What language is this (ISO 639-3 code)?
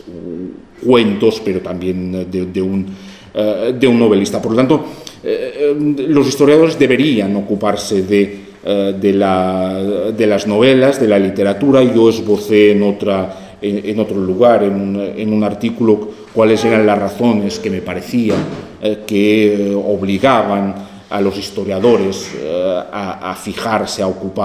spa